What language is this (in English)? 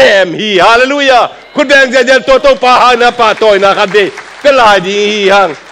Tedim Chin